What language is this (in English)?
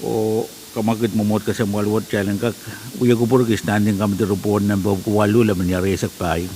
Pohnpeian